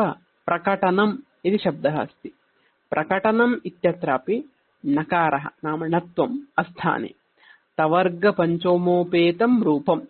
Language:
Sanskrit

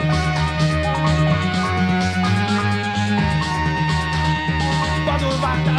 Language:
Hungarian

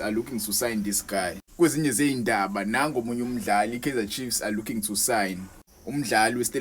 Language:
Zulu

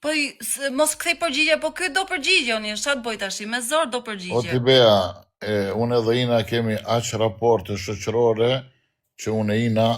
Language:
Albanian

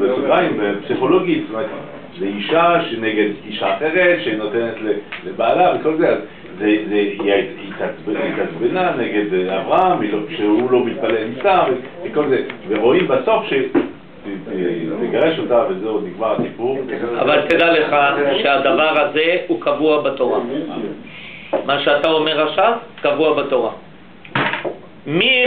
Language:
Hebrew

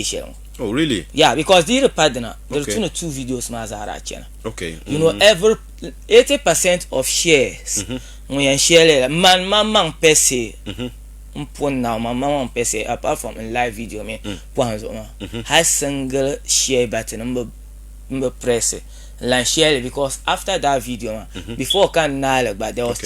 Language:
Dagbani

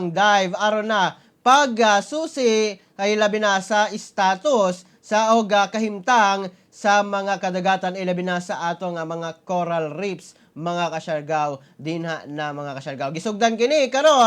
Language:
Cebuano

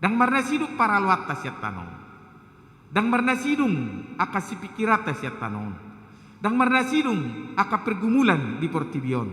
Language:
Batak Toba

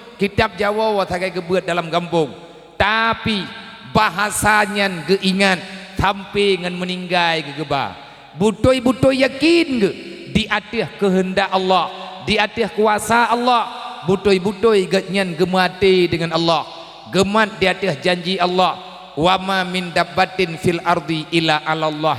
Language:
Achinese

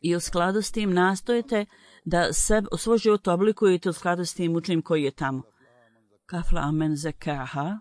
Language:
Bosnian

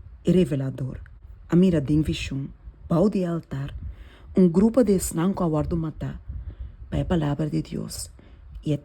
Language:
Papiamento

